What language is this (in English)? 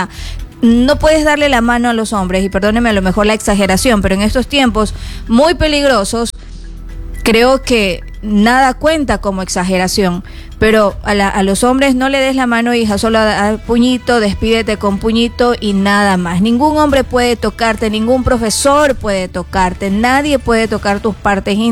Spanish